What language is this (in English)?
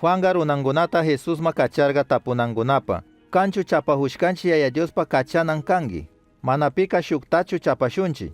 Chimborazo Highland Quichua